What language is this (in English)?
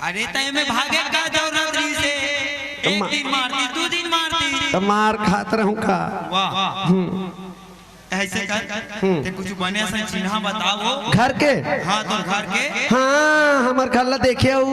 Chhattisgarhi